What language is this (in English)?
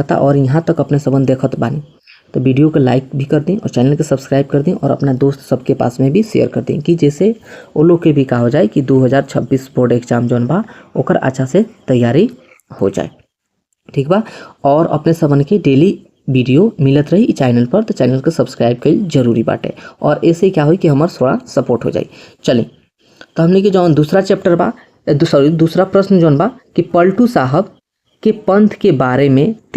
Bhojpuri